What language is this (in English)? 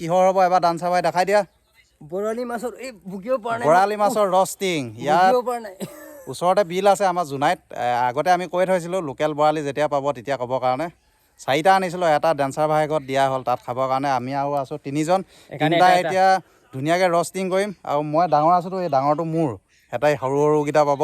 Assamese